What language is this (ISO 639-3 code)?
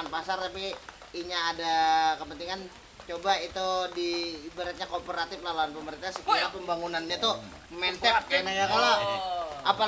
bjn